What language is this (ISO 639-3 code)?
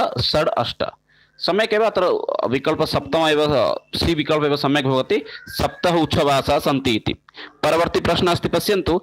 san